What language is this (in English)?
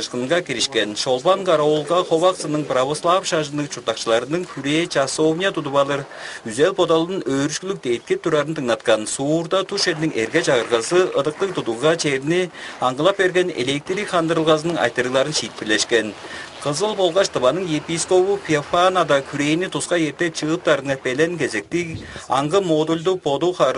Tuvinian